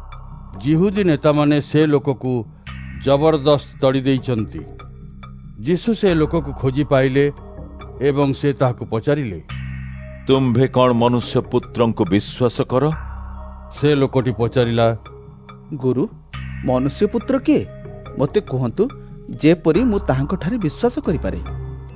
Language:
Odia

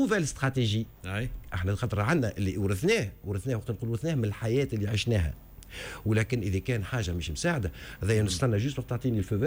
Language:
Tunisian Arabic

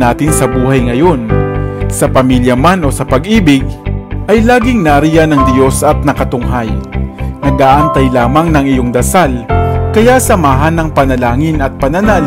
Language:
Filipino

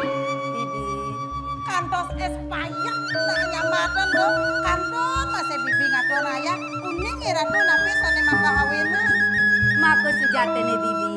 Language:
Balinese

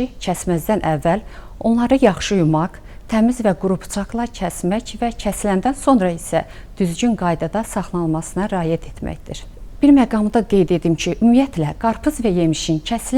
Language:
Azerbaijani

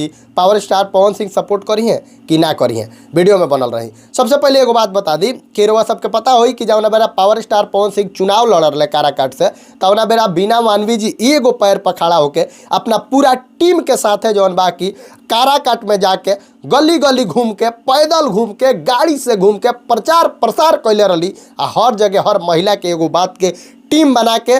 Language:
Bhojpuri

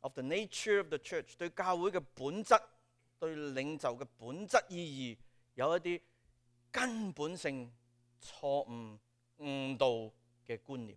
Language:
Cantonese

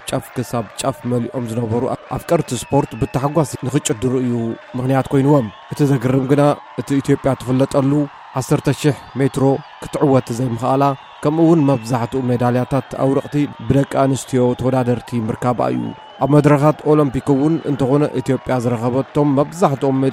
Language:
Tigrinya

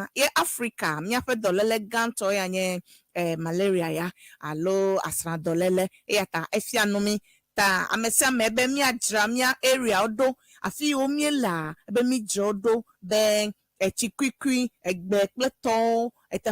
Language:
Ewe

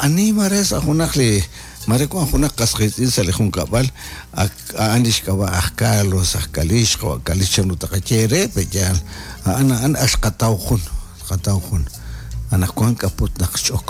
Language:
Kekchí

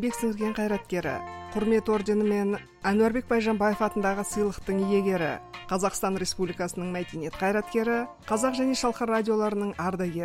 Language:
Kazakh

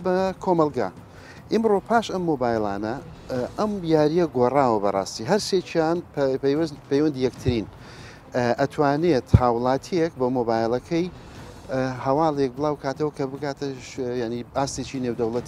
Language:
Central Kurdish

